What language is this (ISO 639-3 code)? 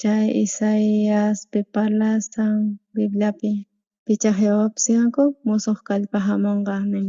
quh